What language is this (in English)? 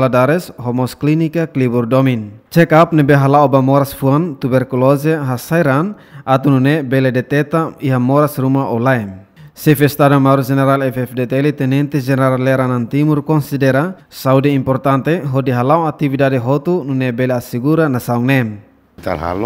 Tetum